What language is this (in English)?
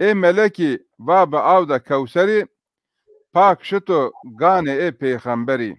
Zaza